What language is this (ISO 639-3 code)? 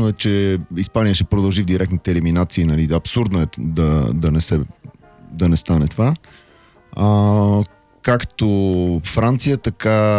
bul